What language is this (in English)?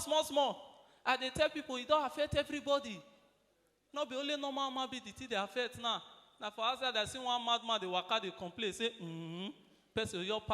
Nigerian Pidgin